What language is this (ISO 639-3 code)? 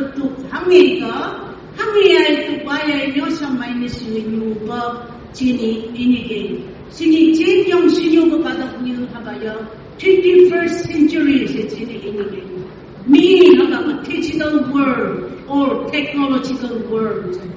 nph